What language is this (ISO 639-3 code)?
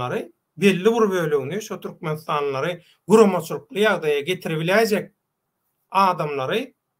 tuk